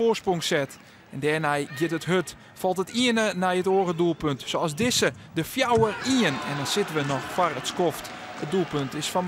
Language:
Western Frisian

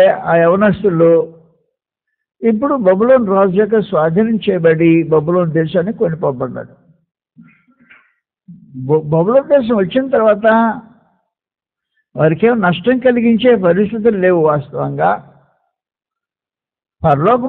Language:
Telugu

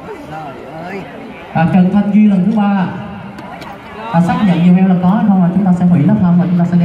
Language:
Vietnamese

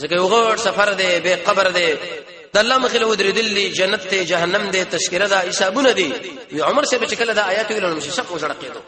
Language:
Pashto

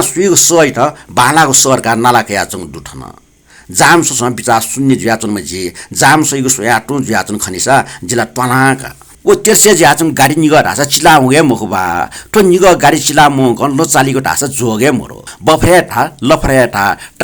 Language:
Newari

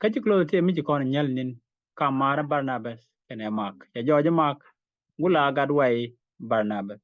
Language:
Nuer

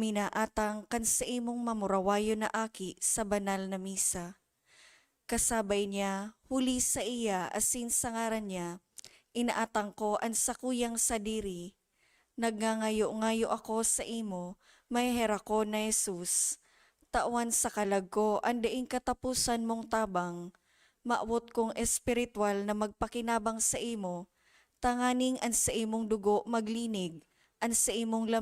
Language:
Bikol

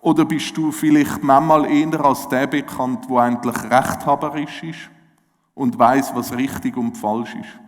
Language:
Swiss German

